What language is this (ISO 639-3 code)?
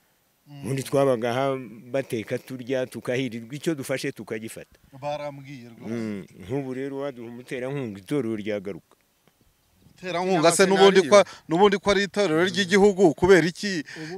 kin